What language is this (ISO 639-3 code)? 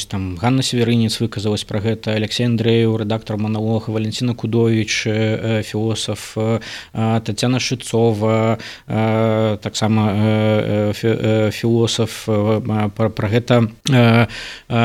bel